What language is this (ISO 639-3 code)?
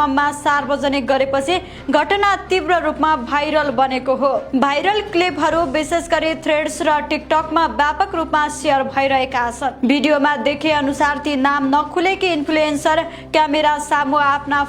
nep